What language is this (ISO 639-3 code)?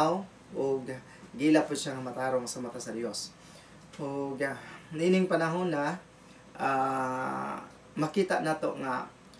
ceb